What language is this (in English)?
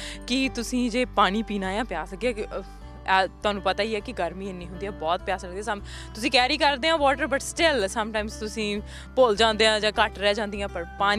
Punjabi